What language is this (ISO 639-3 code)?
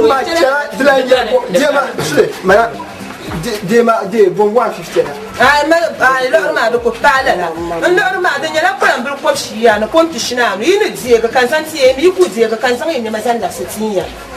dag